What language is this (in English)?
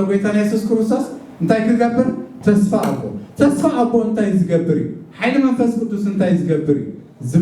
Tigrinya